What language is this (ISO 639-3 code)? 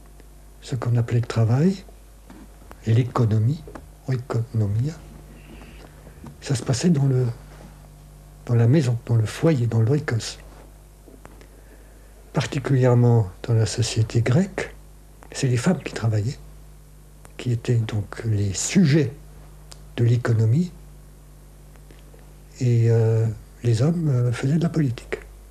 fra